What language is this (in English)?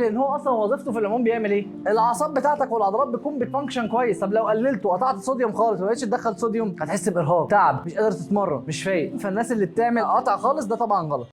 Egyptian Arabic